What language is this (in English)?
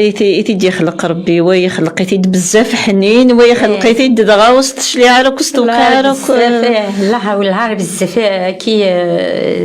Kabyle